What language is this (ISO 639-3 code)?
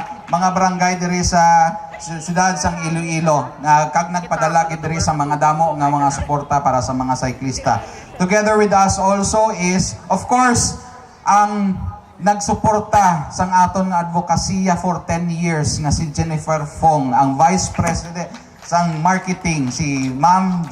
hil